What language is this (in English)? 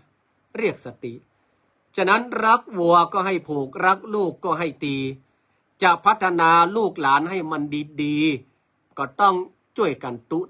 Northern Thai